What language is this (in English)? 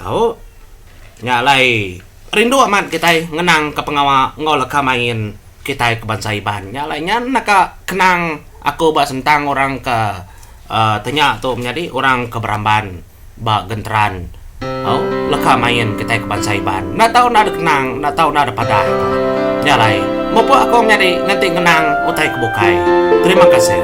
Iban